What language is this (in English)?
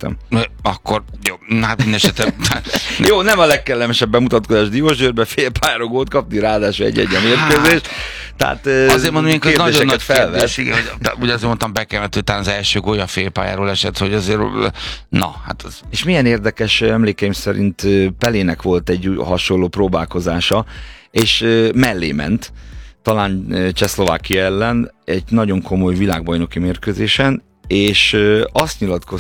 Hungarian